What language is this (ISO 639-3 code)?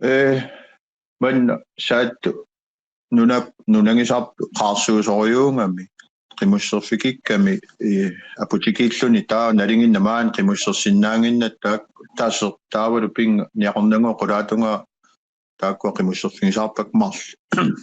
kal